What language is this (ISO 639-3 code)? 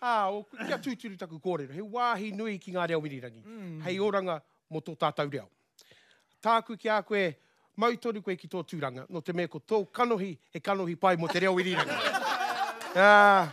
mri